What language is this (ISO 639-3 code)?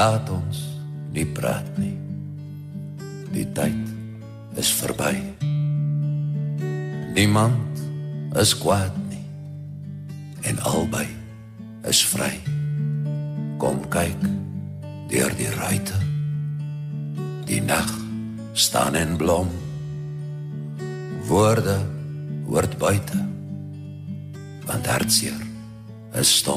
afr